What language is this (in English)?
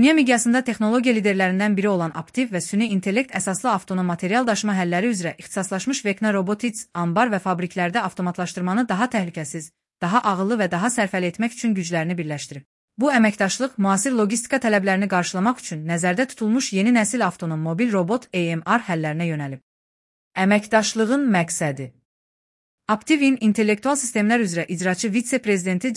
Azerbaijani